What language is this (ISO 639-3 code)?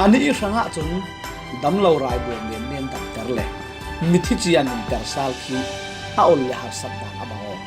cfm